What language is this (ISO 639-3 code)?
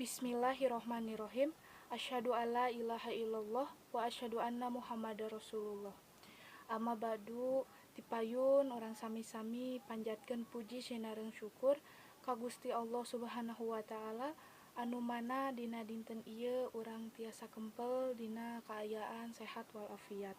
sun